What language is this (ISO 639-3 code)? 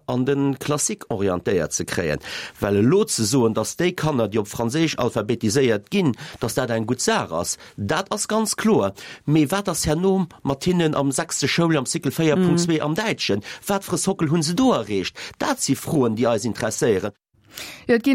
ltz